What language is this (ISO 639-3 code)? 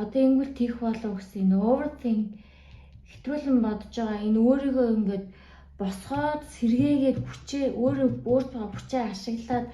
mon